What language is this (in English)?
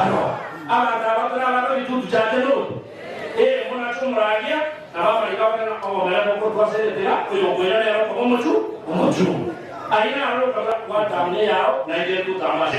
Gusii